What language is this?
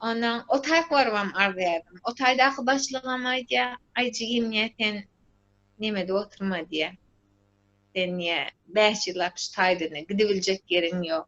Turkmen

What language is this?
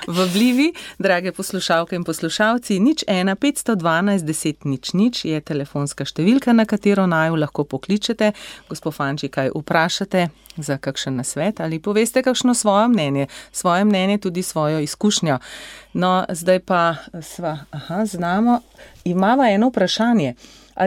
Slovenian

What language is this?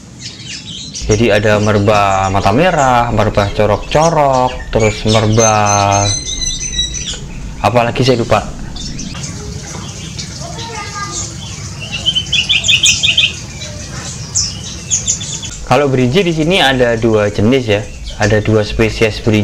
Indonesian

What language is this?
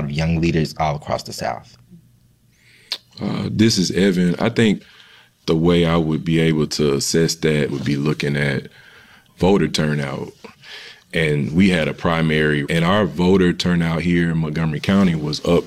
English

